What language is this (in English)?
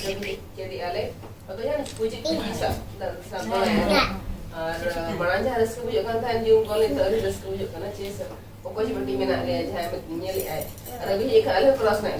Santali